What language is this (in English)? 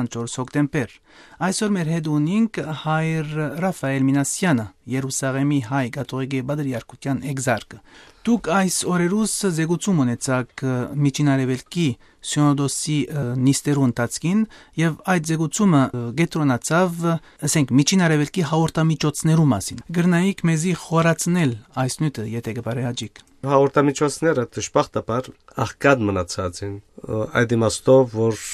Armenian